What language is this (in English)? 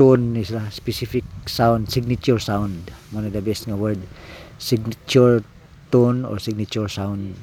Cebuano